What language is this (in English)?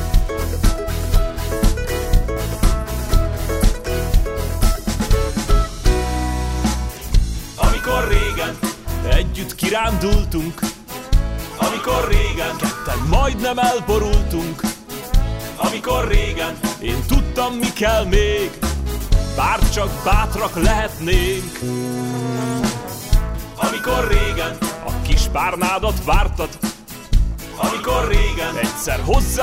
Hungarian